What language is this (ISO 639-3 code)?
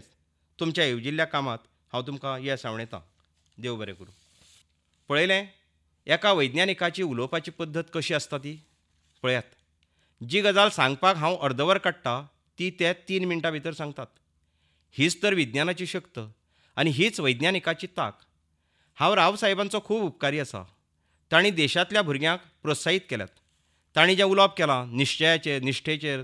kok